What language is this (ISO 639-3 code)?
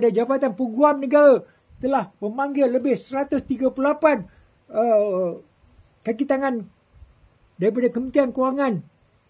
msa